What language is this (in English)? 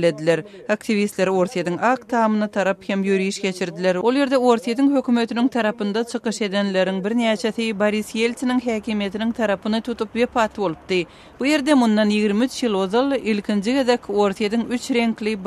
Turkmen